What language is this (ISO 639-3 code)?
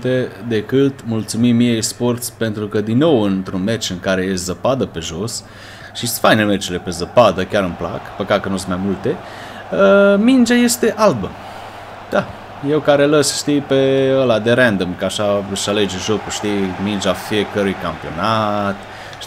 ron